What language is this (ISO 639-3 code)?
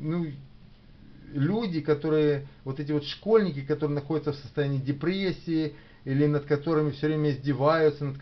rus